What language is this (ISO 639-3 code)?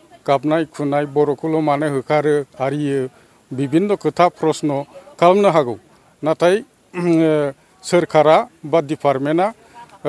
brx